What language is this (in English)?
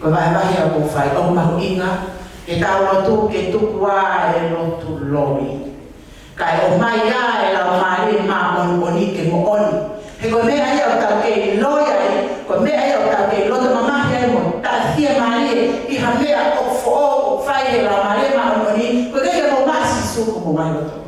Tongan